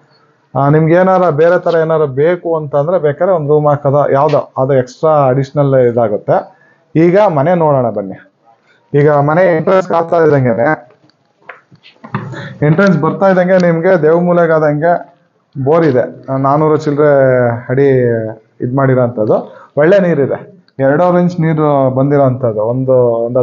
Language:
Kannada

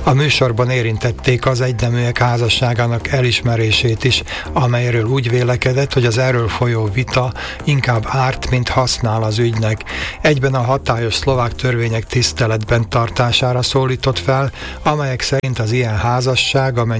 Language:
Hungarian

